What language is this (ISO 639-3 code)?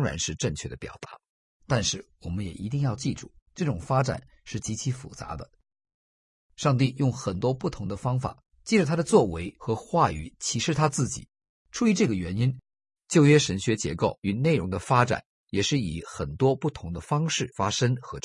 zho